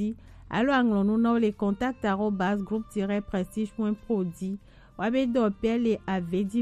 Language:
Gen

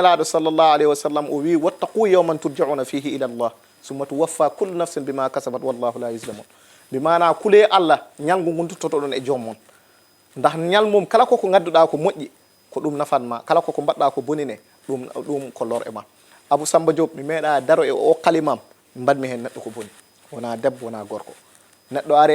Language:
Fula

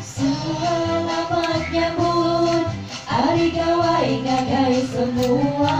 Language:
Iban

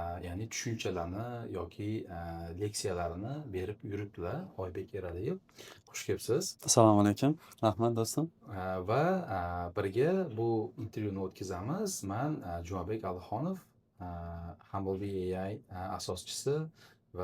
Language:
Uzbek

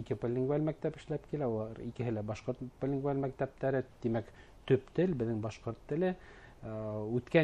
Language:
Bashkir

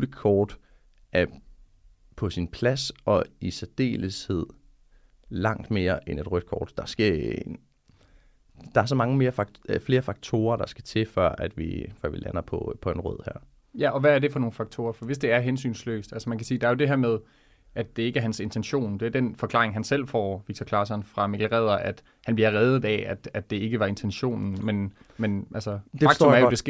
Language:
Danish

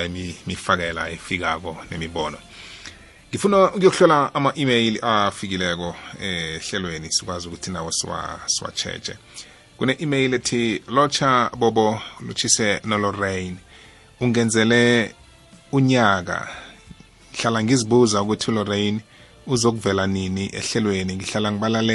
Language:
South Ndebele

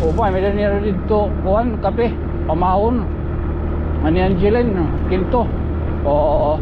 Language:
Waray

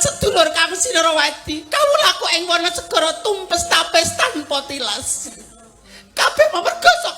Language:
Javanese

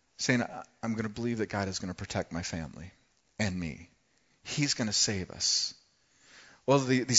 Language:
English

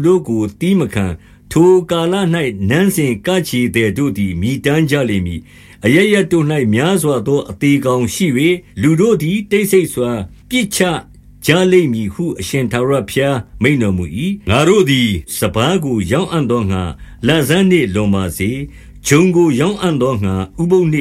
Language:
Burmese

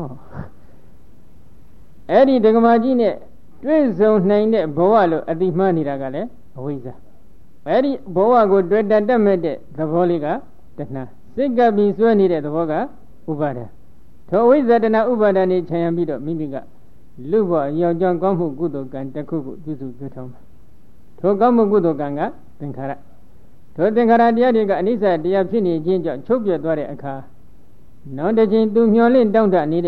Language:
Burmese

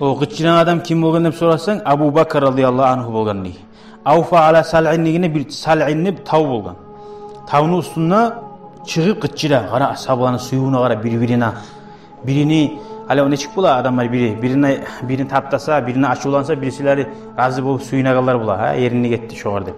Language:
Kumyk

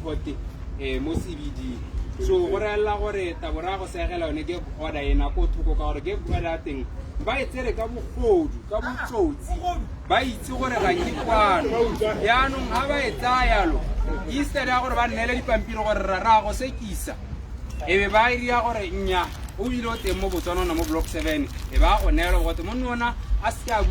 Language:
Tswana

